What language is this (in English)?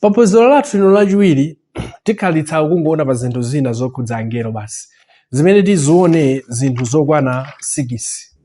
Nyanja